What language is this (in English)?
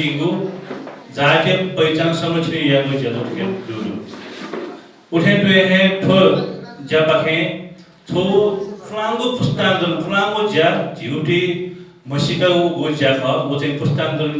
Newari